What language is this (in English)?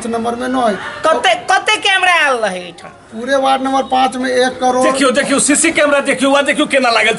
Maithili